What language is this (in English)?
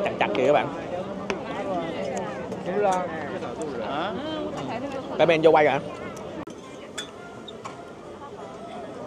Vietnamese